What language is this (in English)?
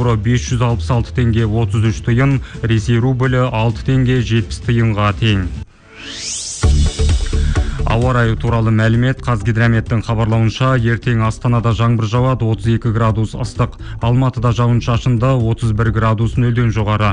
Kazakh